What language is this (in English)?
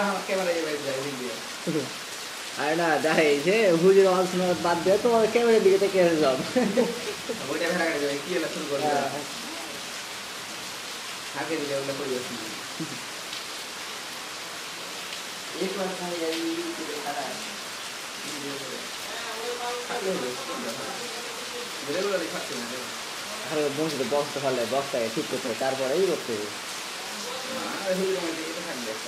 Bangla